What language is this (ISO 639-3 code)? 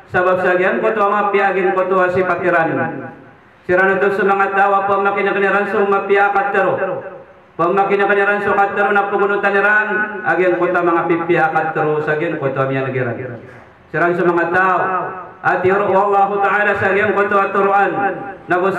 mrw